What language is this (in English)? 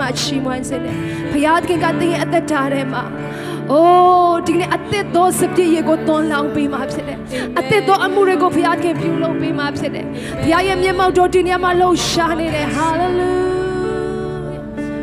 Burmese